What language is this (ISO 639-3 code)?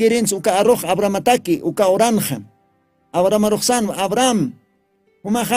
aym